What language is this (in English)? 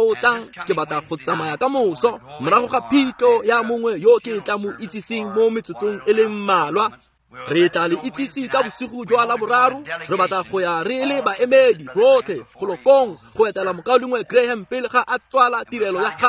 Tswana